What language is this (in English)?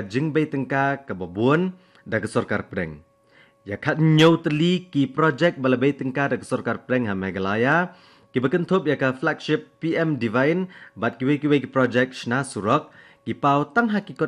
Khasi